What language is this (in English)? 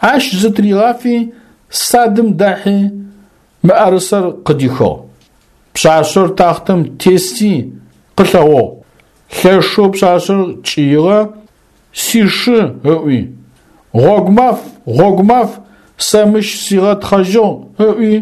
Adyghe